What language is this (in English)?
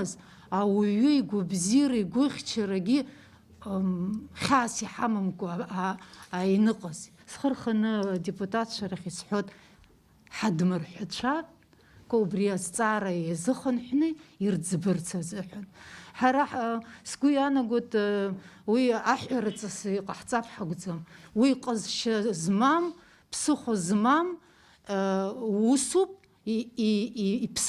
Abkhazian